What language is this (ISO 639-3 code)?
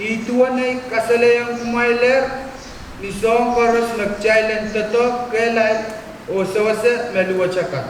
pon